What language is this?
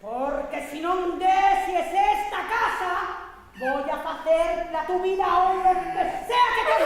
Asturian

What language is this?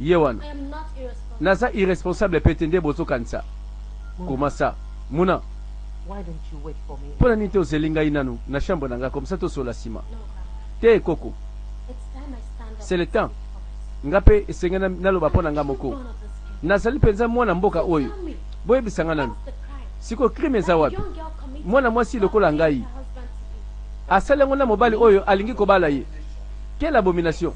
Lingala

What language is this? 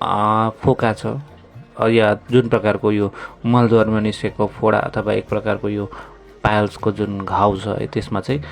Nepali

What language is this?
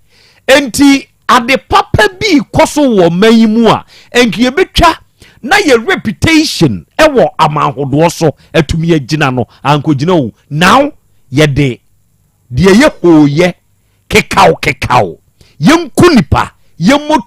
Akan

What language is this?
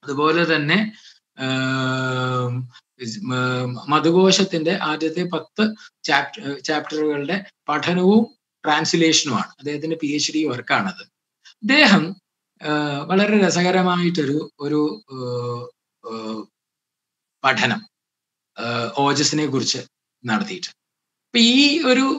Malayalam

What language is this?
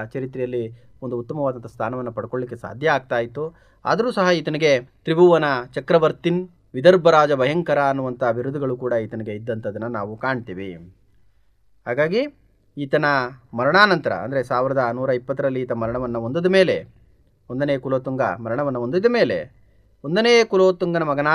Kannada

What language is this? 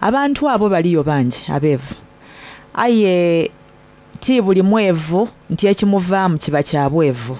Soga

